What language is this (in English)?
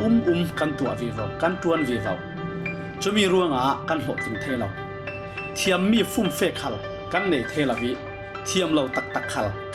Falam Chin